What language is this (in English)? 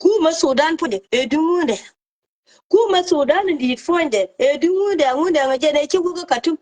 Nuer